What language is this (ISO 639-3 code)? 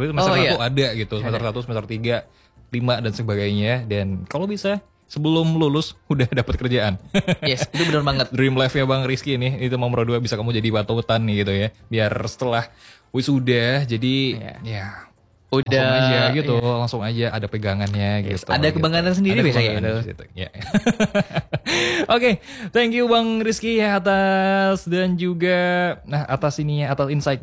ind